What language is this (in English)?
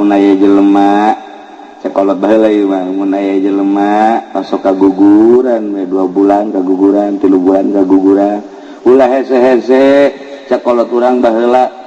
Sundanese